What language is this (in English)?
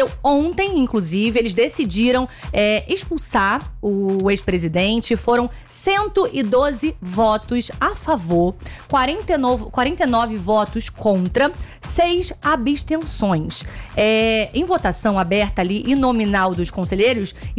Portuguese